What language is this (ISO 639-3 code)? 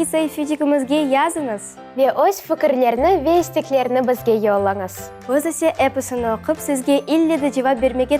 crh